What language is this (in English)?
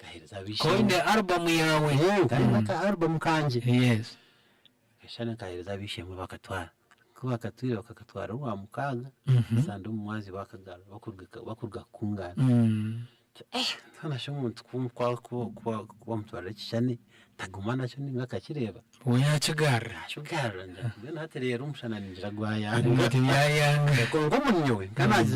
Nyankole